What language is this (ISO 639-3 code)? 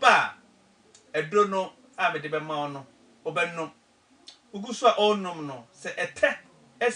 aka